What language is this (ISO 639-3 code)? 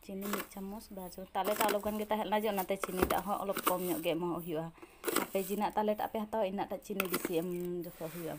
sat